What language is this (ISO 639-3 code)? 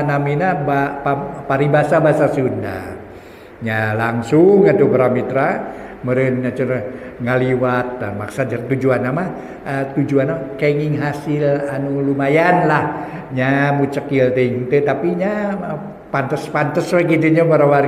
sun